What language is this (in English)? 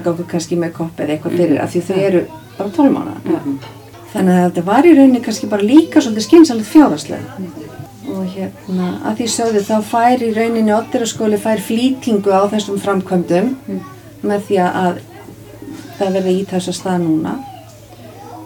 Icelandic